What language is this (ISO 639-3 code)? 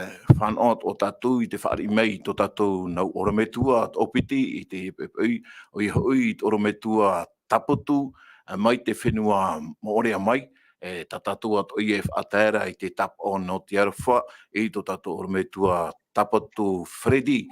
tah